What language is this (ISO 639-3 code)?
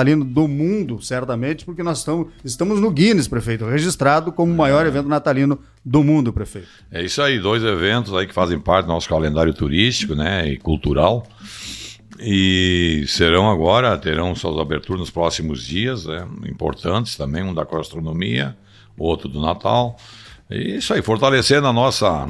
por